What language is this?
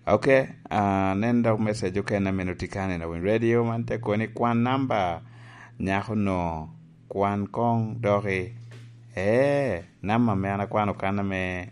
Lango (Uganda)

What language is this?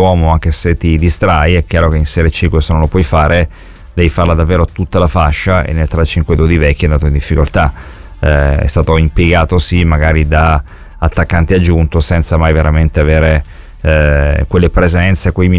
Italian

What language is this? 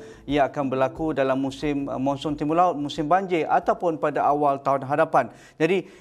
Malay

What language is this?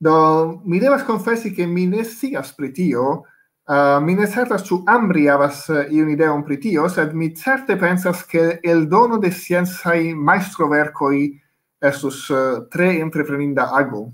Esperanto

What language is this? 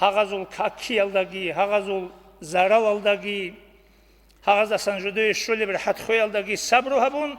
Avaric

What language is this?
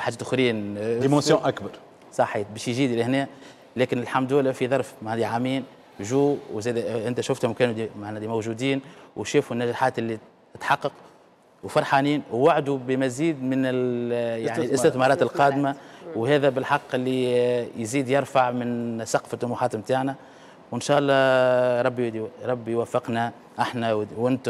Tunisian Arabic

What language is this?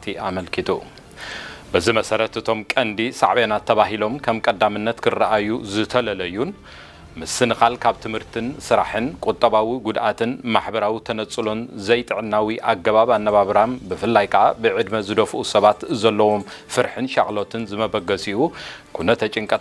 Tigrinya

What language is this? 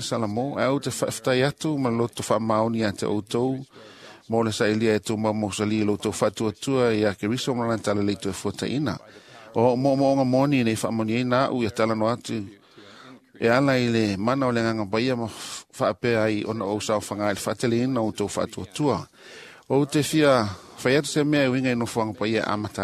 Samoan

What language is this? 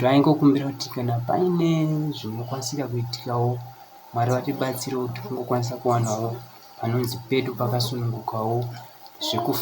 Shona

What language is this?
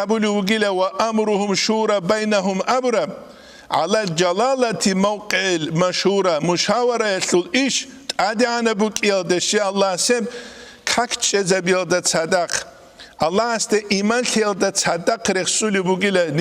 Avaric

